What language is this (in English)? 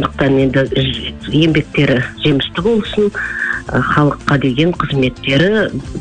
Kazakh